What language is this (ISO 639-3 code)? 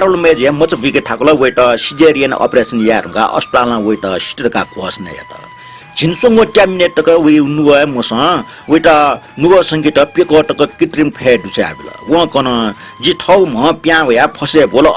new